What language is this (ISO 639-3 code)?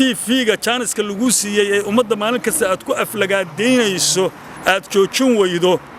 som